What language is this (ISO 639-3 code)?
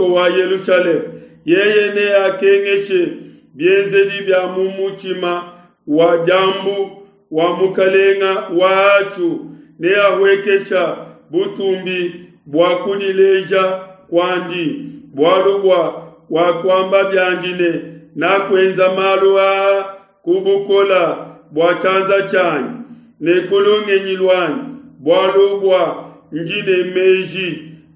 lua